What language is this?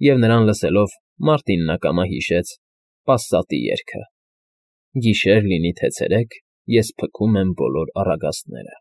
Armenian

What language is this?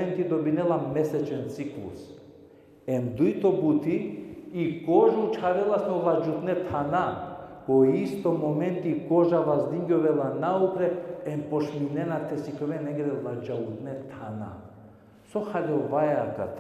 Balkan Romani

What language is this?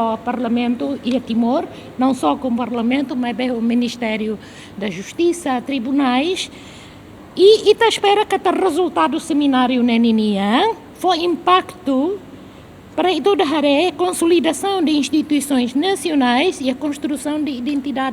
Tetum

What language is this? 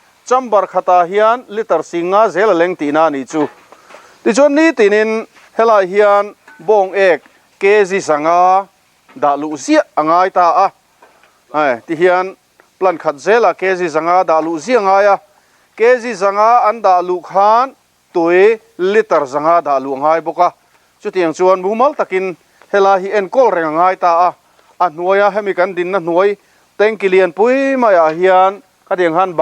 Mizo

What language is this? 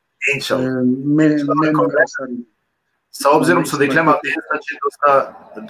Balkan Romani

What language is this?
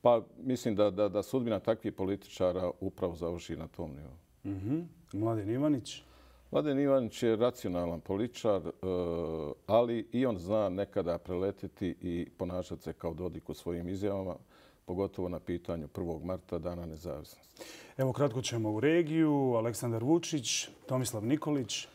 Bosnian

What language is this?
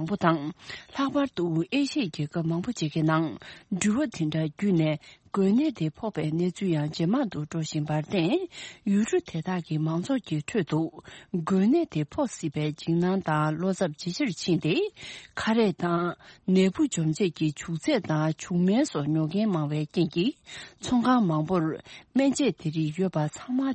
Tibetan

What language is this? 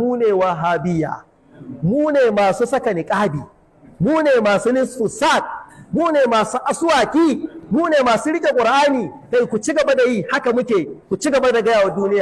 Hausa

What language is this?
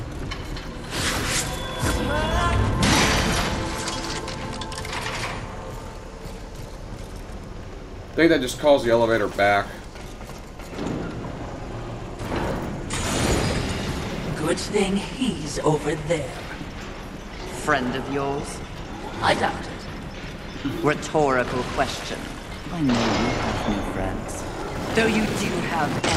English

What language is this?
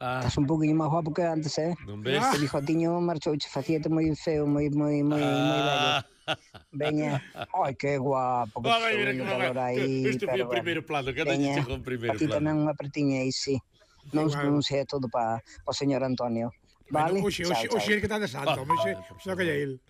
Galician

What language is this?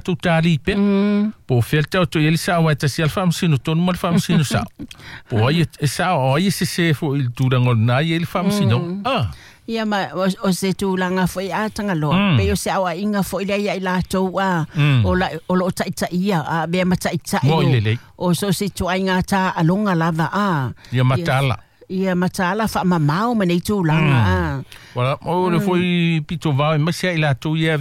Samoan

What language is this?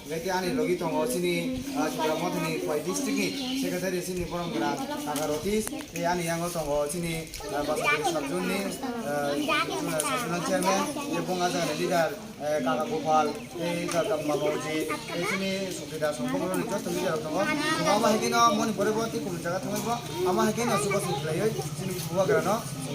Kok Borok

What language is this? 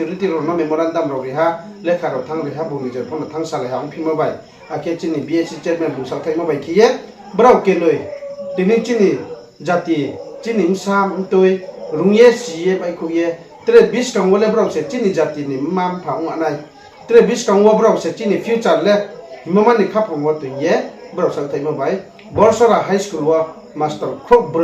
Riang (India)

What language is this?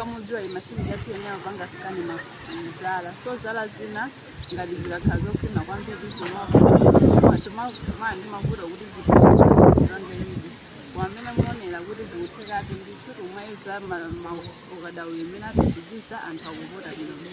Nyanja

